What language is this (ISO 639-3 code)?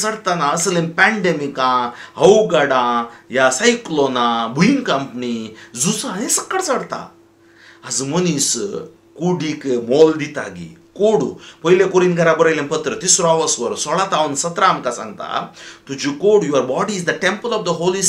kok